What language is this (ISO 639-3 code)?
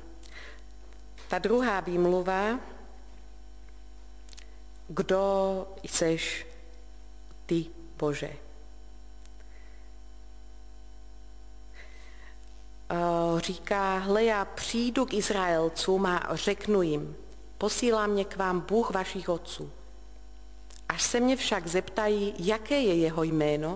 ces